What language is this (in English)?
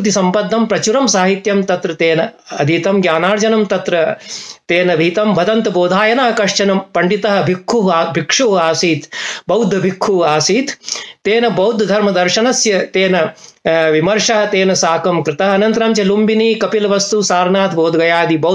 Sanskrit